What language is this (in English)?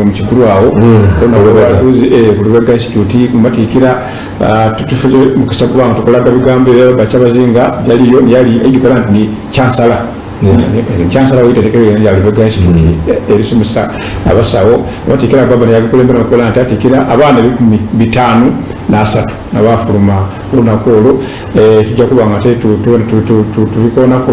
Soga